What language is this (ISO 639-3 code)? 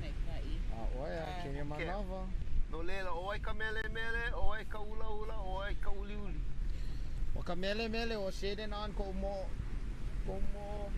haw